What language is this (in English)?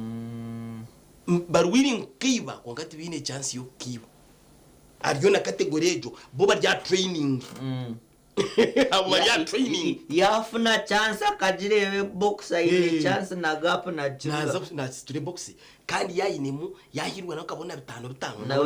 Nyankole